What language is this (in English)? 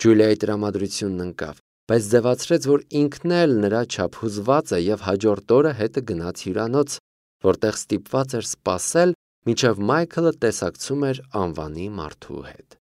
Armenian